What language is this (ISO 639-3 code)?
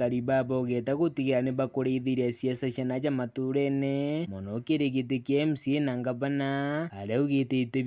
mer